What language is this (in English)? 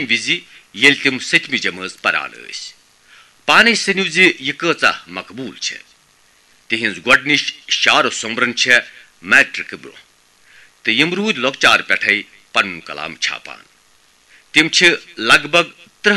Kashmiri